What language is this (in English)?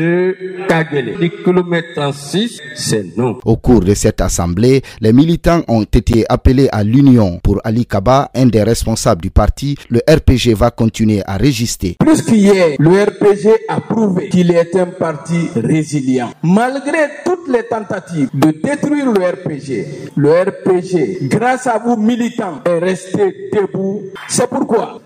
French